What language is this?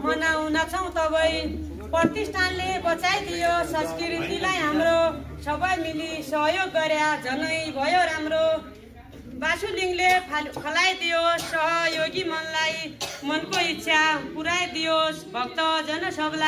Nepali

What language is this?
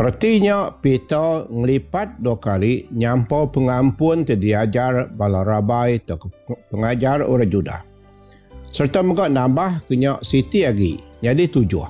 Iban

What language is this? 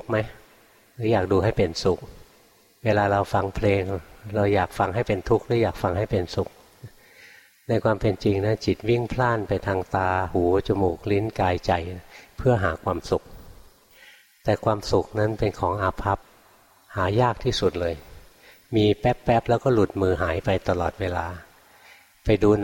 Thai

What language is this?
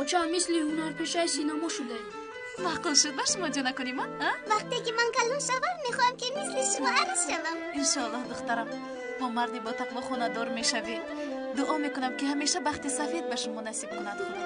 Tajik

